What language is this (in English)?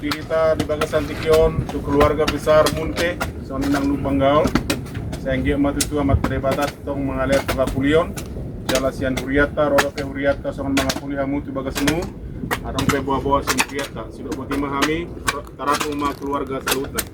Batak Toba